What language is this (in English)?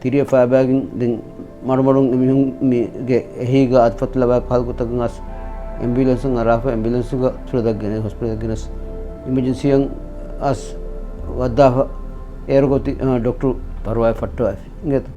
Divehi